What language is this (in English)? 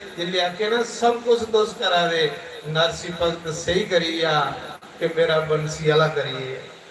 Dogri